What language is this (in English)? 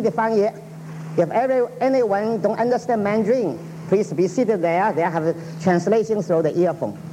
Chinese